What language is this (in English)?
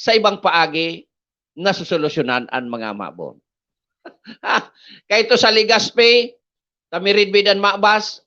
Bikol